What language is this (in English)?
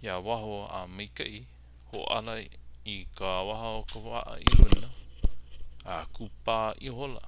Hawaiian